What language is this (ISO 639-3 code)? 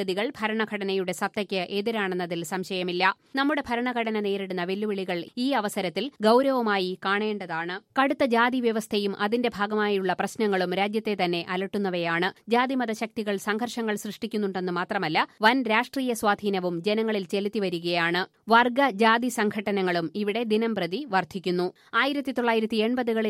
mal